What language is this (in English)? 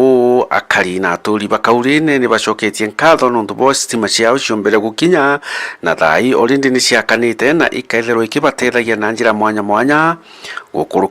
Meru